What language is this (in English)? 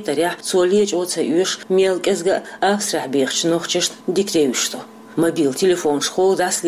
Chechen